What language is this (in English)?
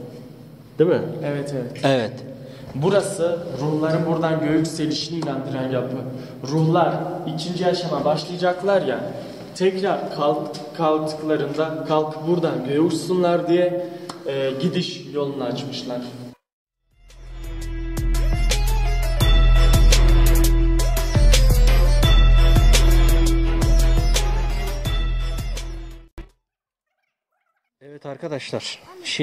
Turkish